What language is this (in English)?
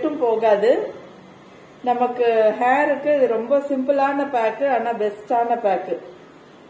Tamil